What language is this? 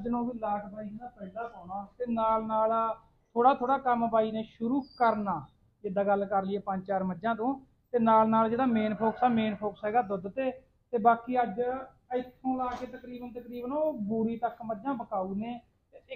Punjabi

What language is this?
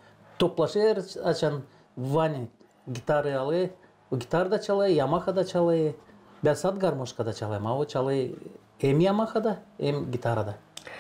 Gagauz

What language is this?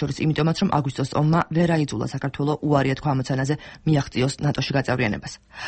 Georgian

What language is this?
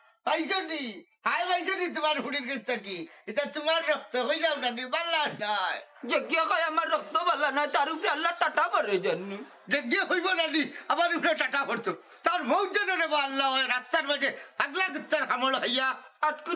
Sylheti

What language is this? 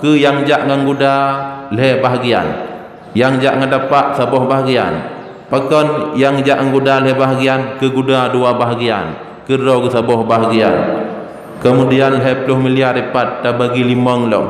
Achinese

